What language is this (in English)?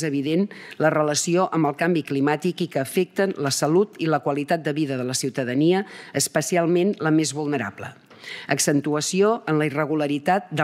Catalan